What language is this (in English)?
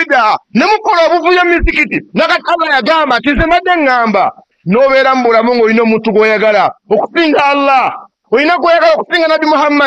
Ganda